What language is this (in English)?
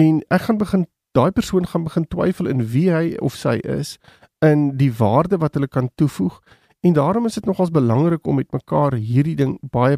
Afrikaans